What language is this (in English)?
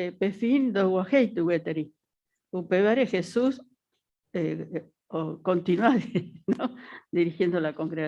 Guarani